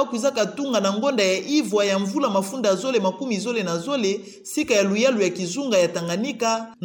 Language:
Kituba (Democratic Republic of Congo)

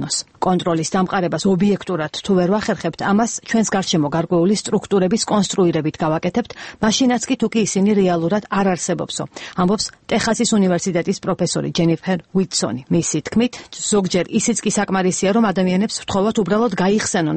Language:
Georgian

